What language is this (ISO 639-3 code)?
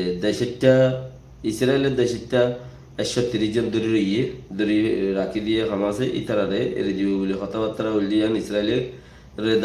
rhg